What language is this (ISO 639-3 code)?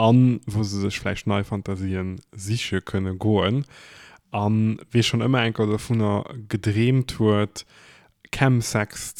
ltz